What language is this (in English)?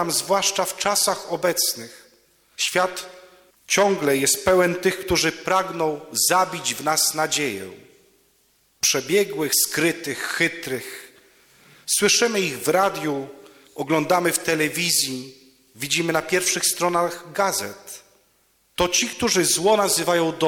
Polish